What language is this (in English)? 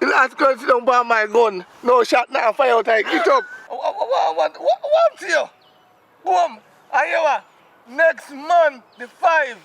Jamaican Creole English